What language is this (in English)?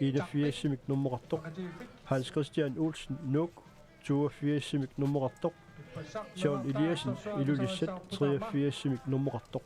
Kalaallisut